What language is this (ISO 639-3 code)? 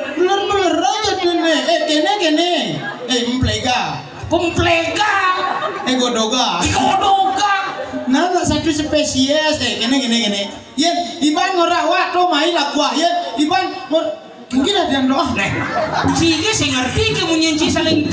ban